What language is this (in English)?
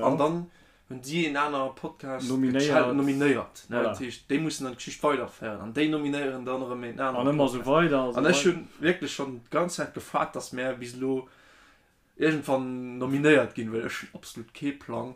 Luxembourgish